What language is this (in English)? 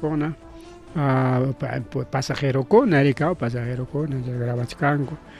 Ayacucho Quechua